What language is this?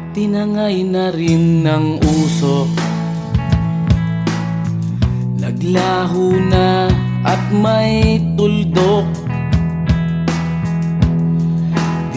Filipino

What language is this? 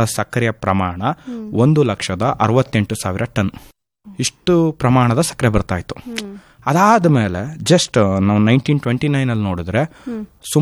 Kannada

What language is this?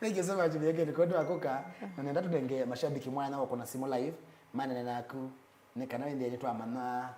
Kamba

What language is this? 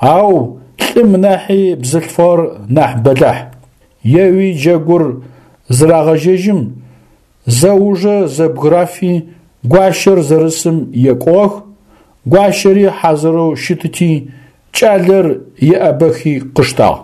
Adyghe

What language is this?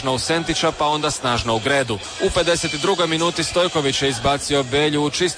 Croatian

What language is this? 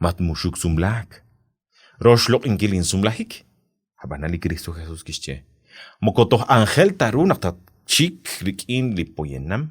Kekchí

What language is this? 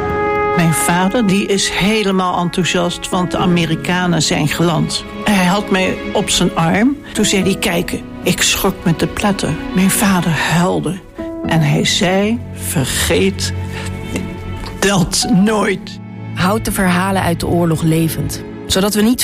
Dutch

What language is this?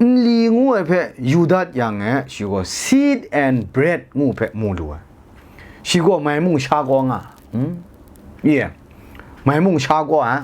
Kachin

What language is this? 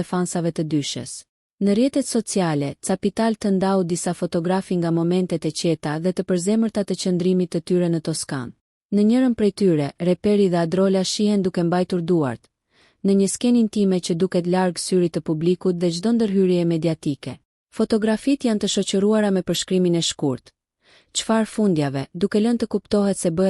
Albanian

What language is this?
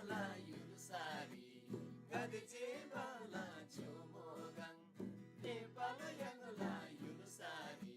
Eastern Tamang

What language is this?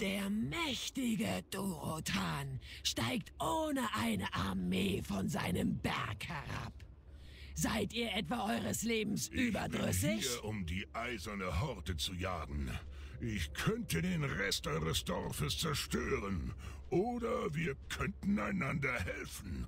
Swiss German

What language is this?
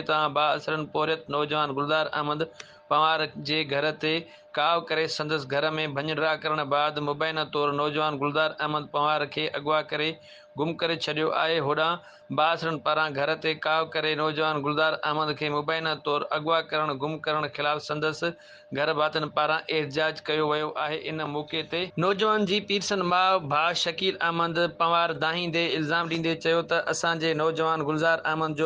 Sindhi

